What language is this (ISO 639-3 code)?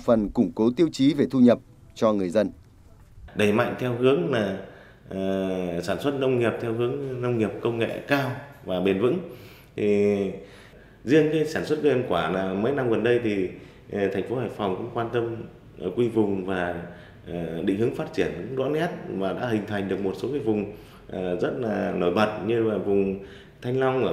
vie